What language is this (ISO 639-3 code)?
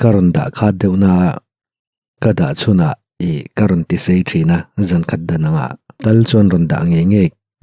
lus